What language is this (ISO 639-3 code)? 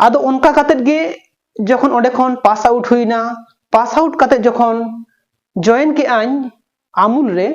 sat